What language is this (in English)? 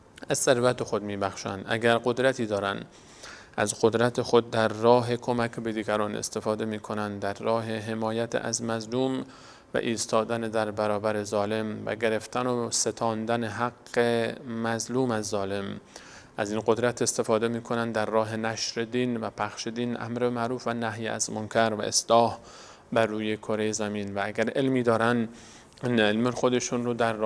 Persian